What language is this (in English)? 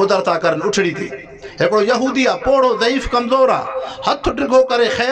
Sindhi